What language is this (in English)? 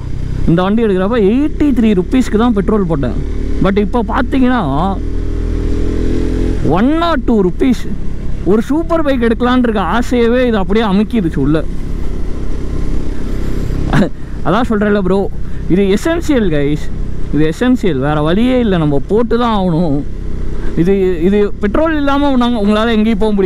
Tamil